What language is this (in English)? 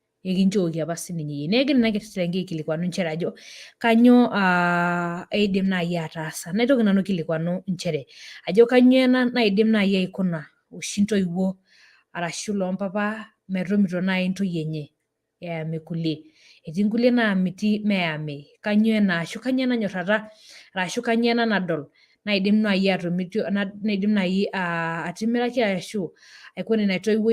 Masai